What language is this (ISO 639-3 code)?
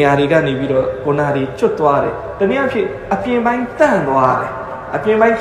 mya